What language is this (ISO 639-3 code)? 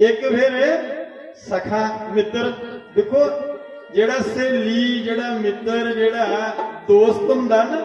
doi